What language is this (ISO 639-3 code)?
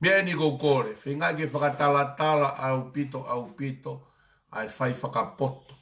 ton